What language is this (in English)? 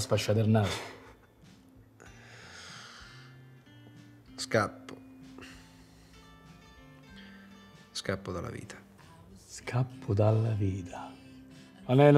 Italian